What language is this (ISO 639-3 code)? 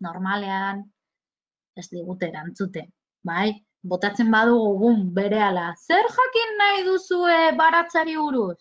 eus